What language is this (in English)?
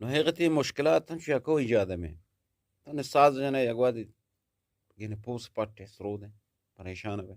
Eastern Balochi